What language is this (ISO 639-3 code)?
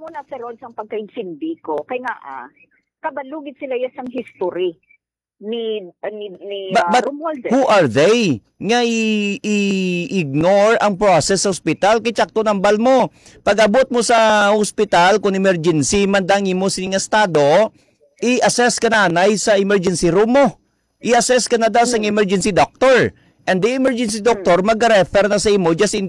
hil